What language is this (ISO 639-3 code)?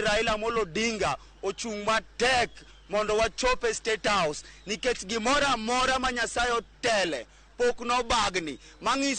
luo